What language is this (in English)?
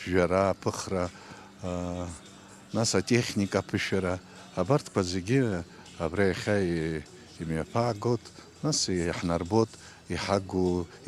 Abkhazian